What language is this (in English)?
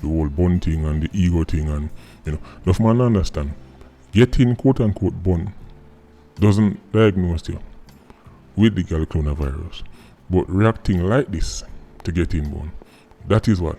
Jamaican Creole English